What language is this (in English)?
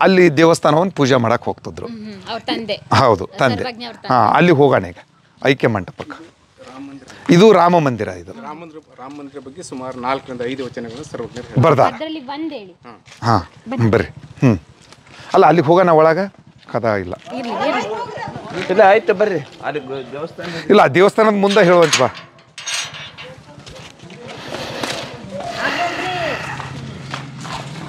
Kannada